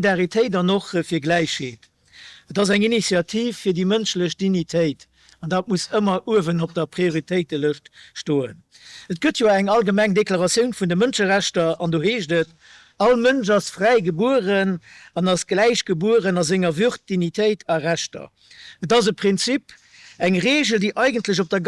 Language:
Luxembourgish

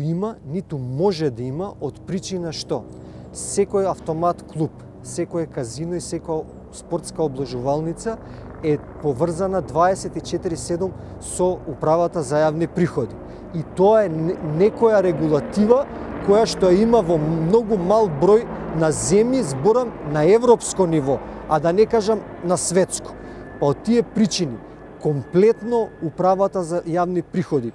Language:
Macedonian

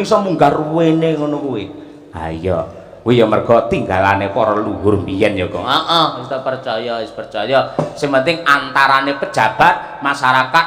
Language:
Javanese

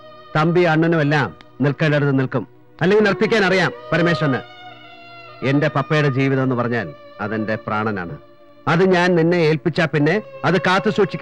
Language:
Malayalam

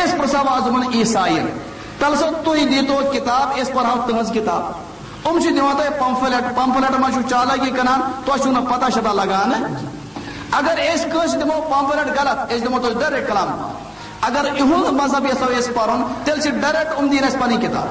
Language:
Kashmiri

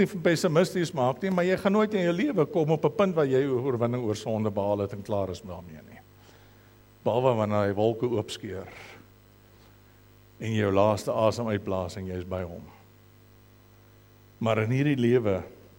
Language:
Afrikaans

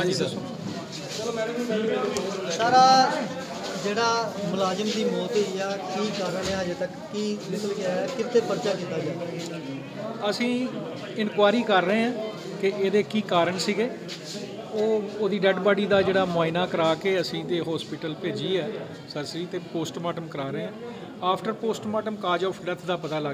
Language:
Punjabi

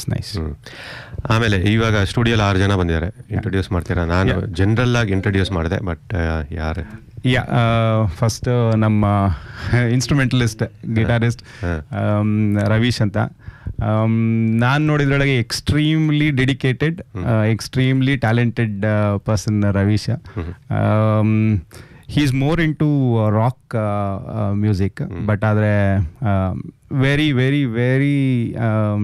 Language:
Kannada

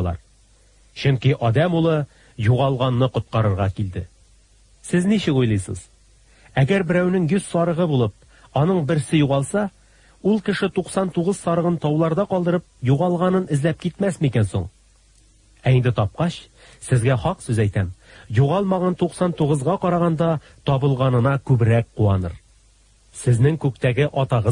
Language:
Tatar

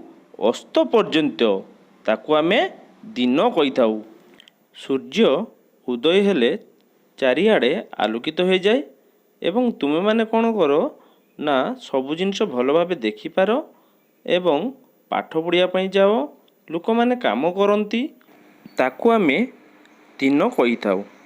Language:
Odia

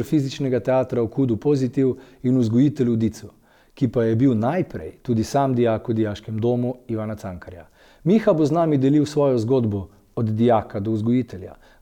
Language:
Slovenian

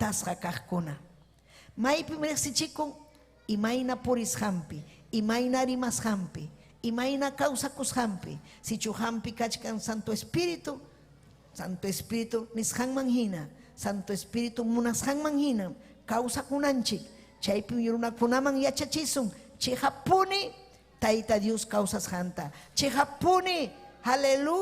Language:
Ayacucho Quechua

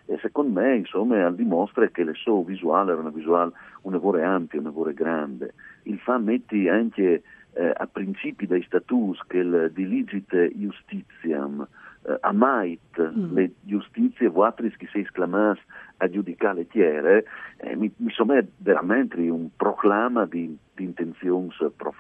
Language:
Friulian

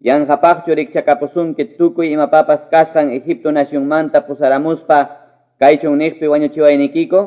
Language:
Quechua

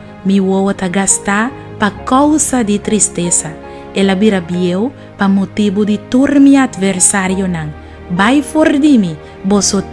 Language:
Papiamento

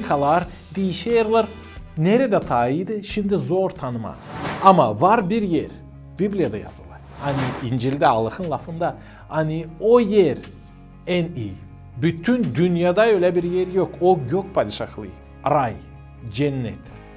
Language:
Gagauz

